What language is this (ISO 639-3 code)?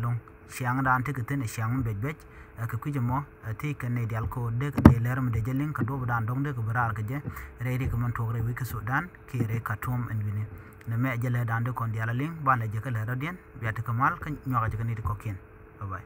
nus